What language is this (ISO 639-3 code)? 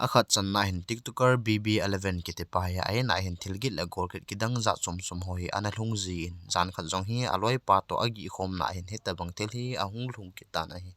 tcz